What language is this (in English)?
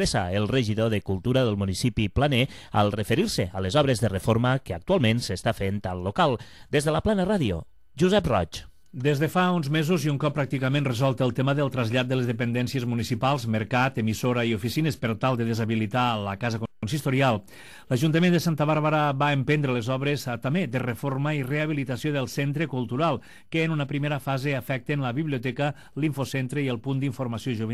Catalan